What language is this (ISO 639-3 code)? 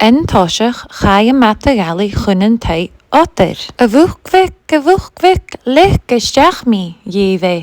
gla